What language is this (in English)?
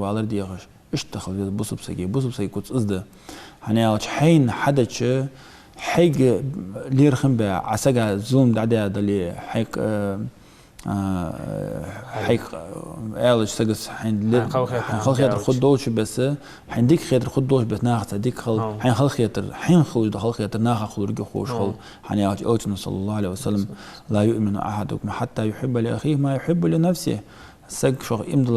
Ingush